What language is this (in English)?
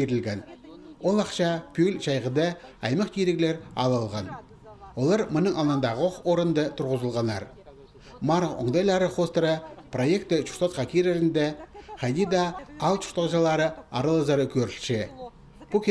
Khakas